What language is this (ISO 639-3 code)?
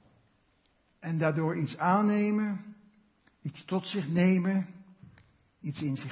nld